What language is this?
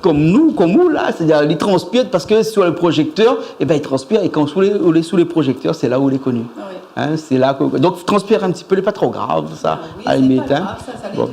Réunion Creole French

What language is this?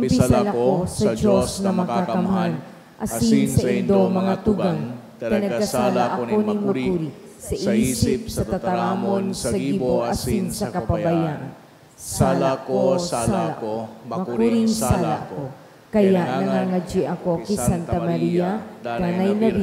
Bikol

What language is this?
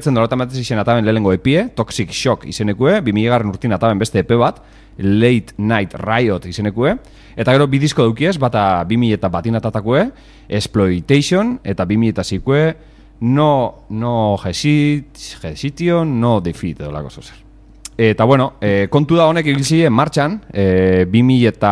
Basque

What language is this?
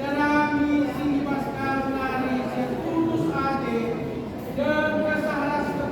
Batak Karo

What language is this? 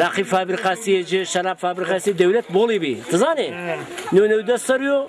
Zaza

